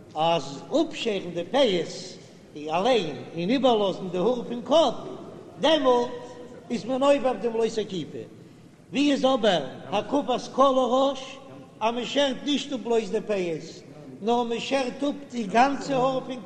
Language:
Yiddish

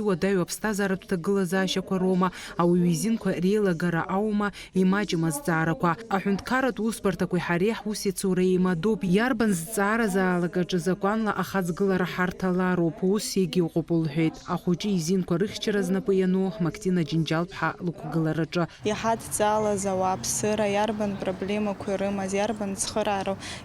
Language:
Abkhazian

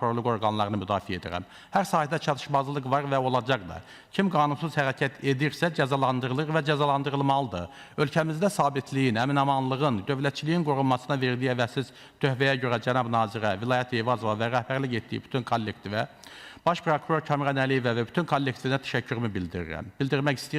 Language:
Azerbaijani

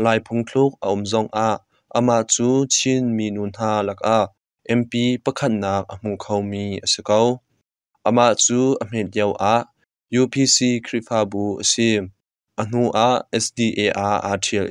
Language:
Hakha Chin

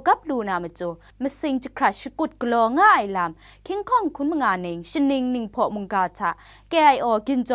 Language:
Kachin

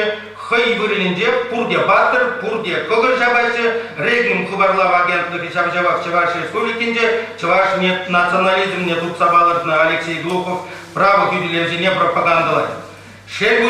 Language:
Chuvash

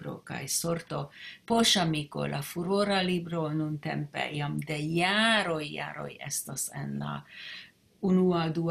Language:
Esperanto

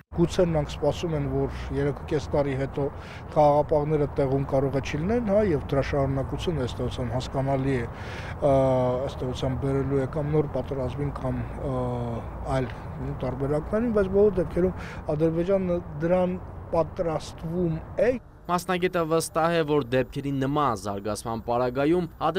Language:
Armenian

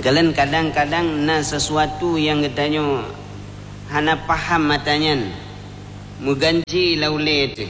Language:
Achinese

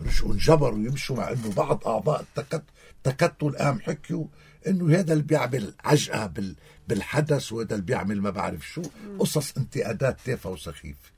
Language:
North Levantine Arabic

